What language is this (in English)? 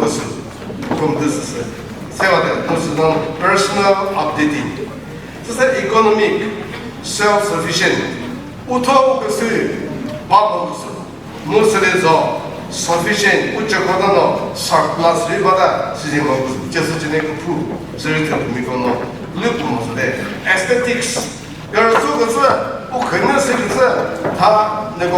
Chokri Naga